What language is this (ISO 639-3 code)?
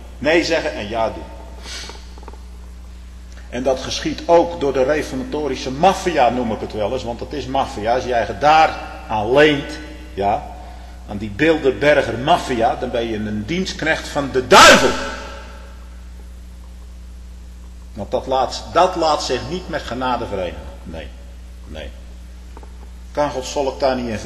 nld